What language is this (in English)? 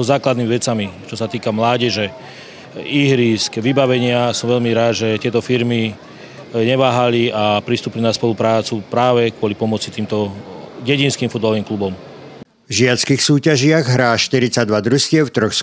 Slovak